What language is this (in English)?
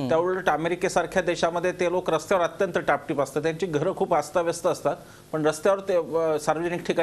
Marathi